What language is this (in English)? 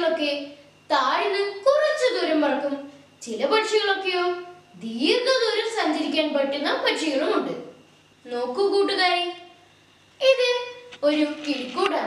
Malayalam